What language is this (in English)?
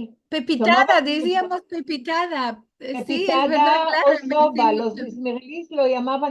Ladino